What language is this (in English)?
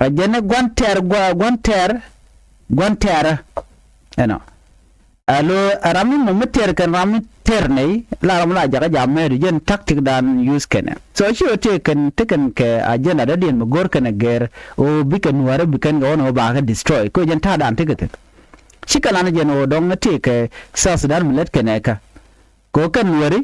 Nuer